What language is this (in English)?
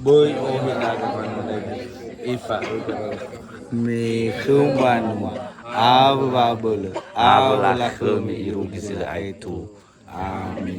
Nias